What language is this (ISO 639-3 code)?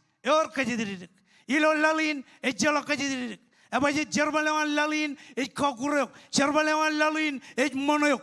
mah